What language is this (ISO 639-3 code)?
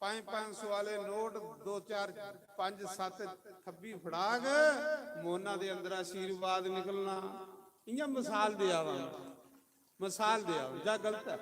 doi